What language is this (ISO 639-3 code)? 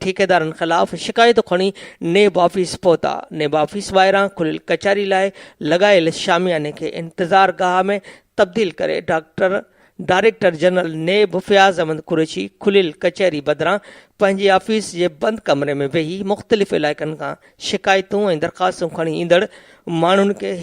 snd